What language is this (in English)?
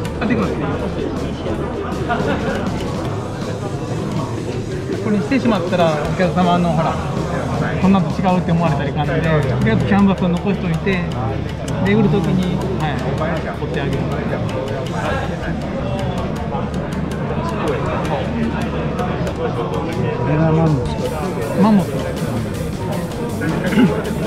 Japanese